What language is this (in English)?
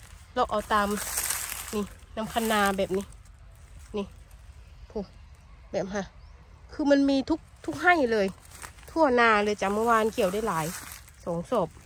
Northeastern Thai